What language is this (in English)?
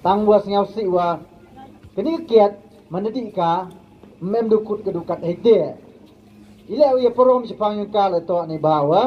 Pnar